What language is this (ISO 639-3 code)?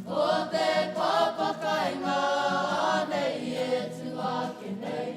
mri